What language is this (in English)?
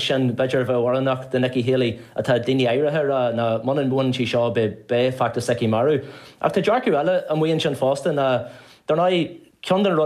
Irish